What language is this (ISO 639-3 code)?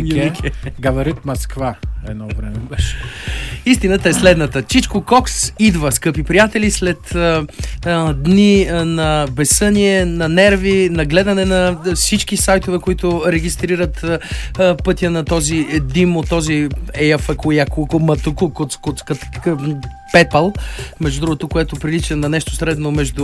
bul